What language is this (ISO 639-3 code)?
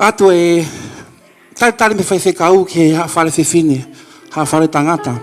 ton